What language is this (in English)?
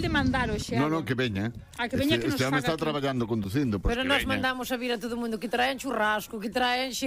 Galician